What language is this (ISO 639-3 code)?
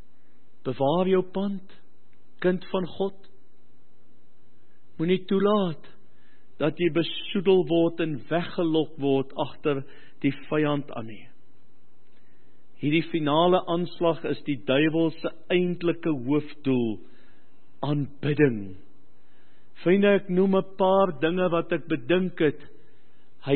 afr